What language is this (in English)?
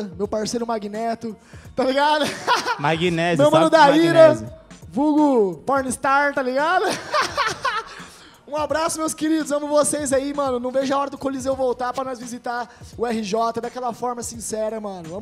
Portuguese